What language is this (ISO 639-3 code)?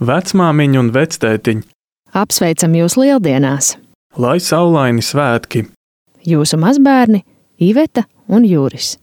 lav